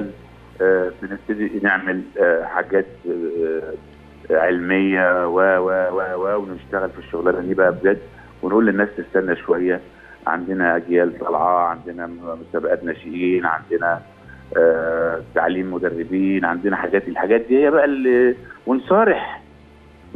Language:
Egyptian Arabic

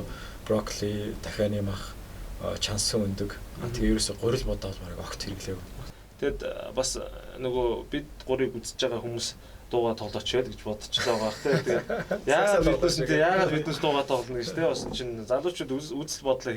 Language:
Mongolian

